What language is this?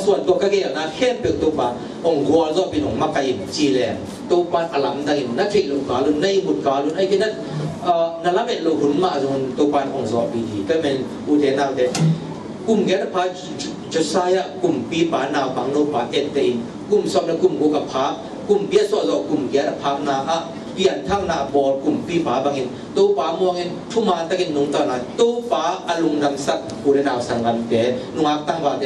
Tedim Chin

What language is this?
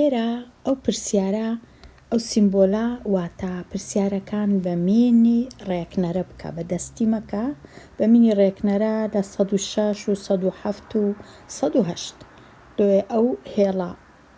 Central Kurdish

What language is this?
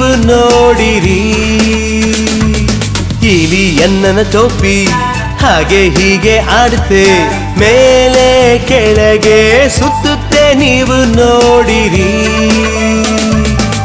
Kannada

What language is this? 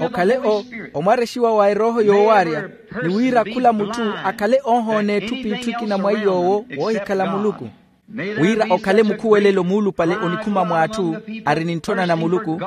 Makhuwa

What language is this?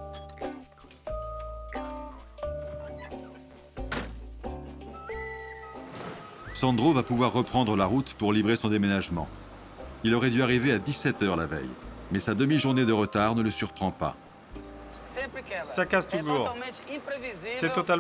French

